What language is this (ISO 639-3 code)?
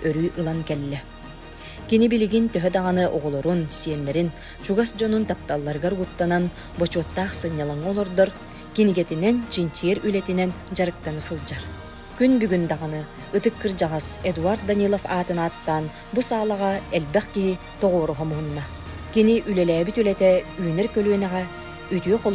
sah